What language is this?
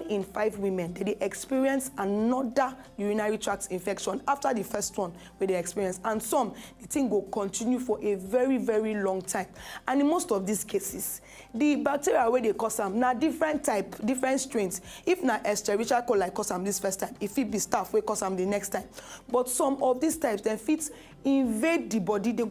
Nigerian Pidgin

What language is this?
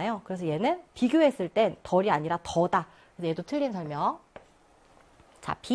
Korean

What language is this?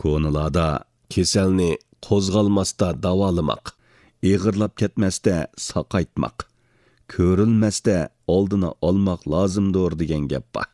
Uyghur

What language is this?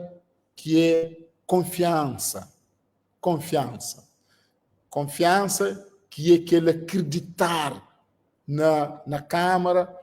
Kabuverdianu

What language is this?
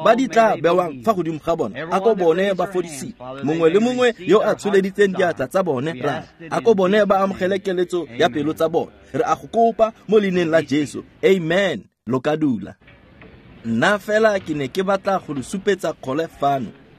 Tswana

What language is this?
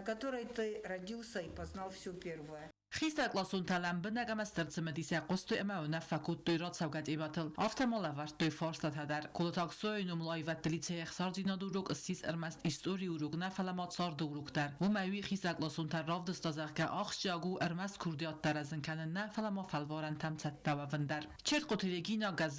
Ossetic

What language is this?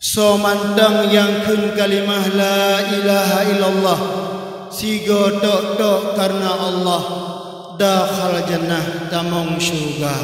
Achinese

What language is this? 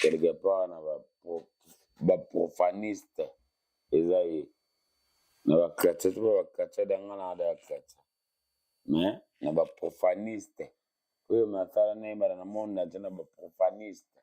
Lingala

